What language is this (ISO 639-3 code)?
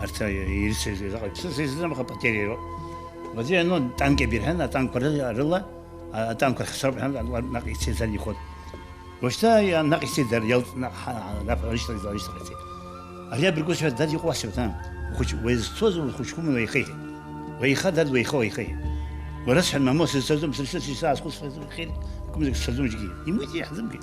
abk